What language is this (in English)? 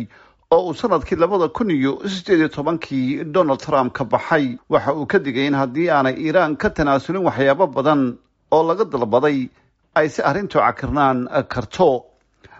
Somali